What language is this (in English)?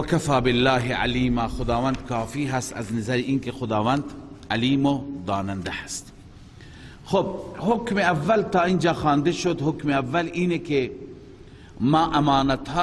Persian